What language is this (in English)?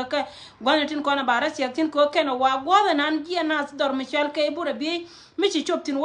Nuer